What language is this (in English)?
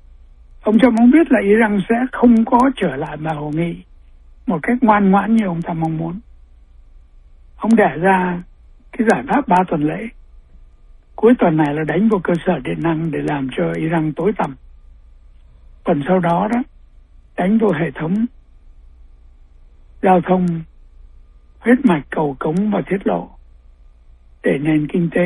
Vietnamese